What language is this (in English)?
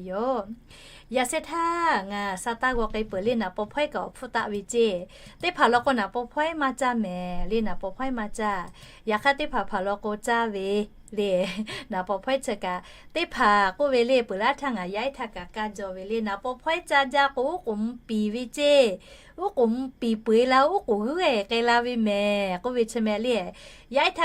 Lahu